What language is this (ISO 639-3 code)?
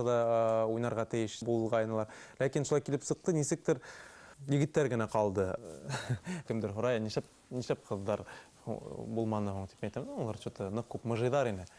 bak